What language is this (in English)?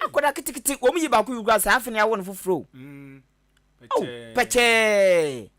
Akan